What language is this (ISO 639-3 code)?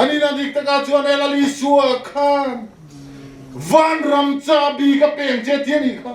lus